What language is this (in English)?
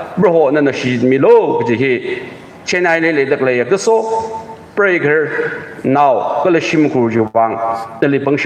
Tangkhul Naga (India)